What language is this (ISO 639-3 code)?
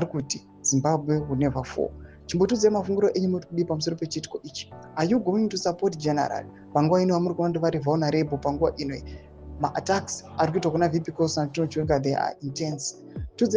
sna